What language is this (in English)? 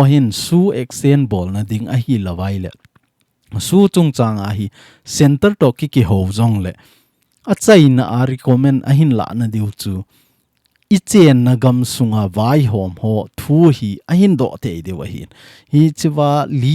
Thado Chin